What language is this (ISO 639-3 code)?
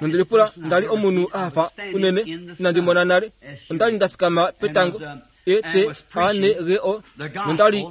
kua